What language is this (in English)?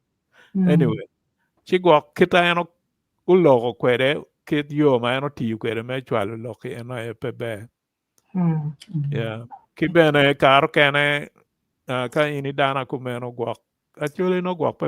Acoli